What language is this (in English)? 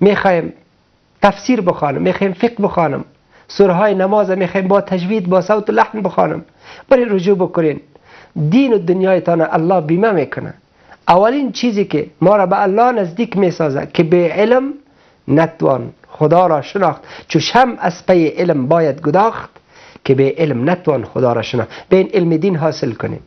Persian